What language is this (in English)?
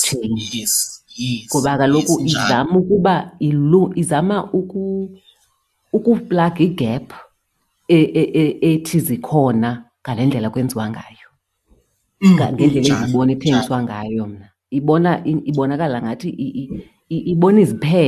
Xhosa